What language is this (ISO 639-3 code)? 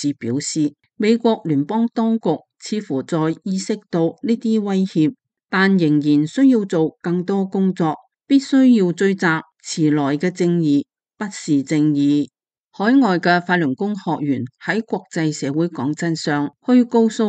yue